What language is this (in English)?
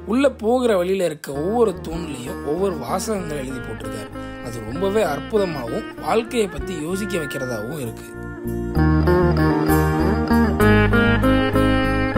Tamil